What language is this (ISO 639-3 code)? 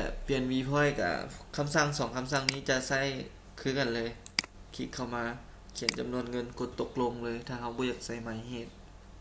lao